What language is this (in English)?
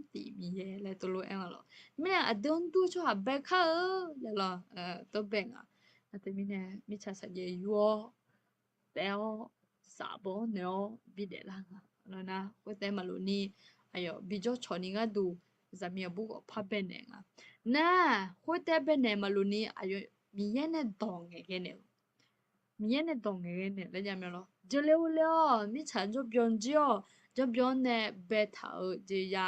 Akha